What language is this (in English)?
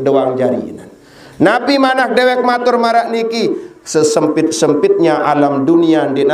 Sasak